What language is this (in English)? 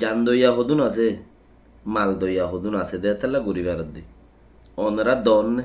Rohingya